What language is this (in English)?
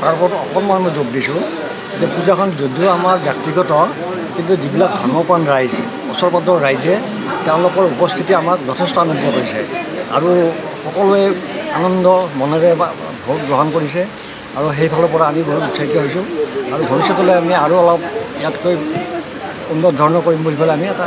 Assamese